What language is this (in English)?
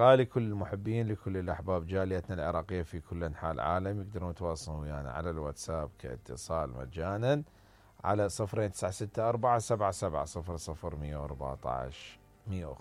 Mesopotamian Arabic